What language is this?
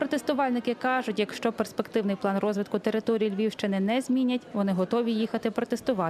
Ukrainian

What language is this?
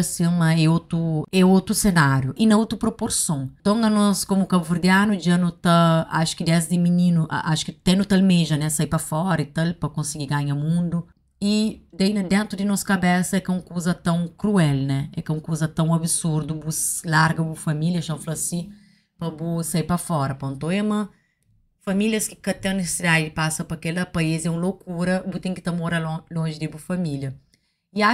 Kabuverdianu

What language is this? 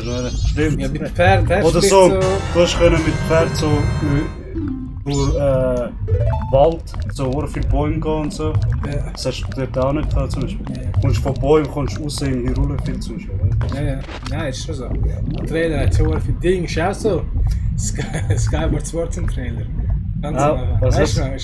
Swiss German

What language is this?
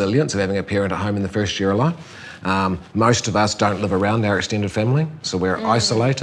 English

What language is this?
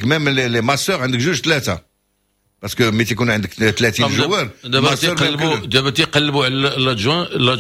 Moroccan Arabic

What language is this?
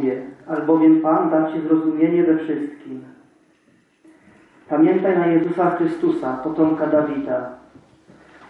Polish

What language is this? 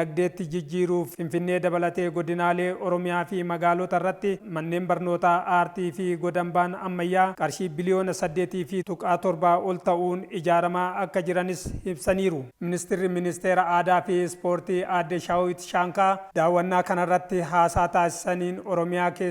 Oromo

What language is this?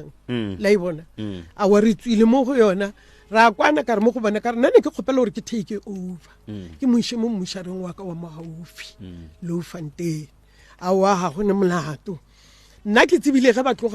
Northern Sotho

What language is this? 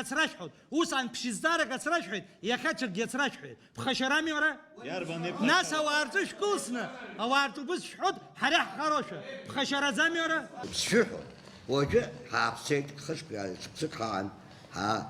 Abkhazian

